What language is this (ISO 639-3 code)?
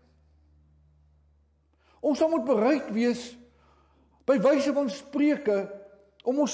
afr